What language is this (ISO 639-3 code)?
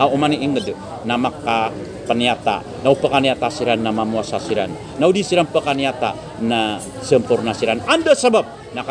mrw